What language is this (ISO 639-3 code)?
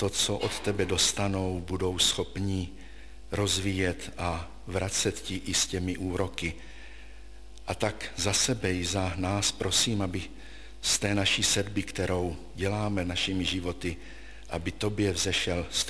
ces